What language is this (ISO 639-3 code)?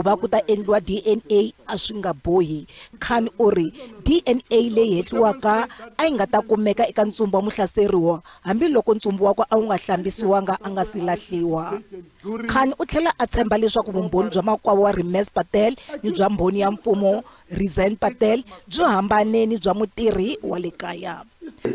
tso